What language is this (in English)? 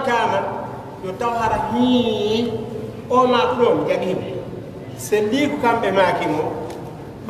Fula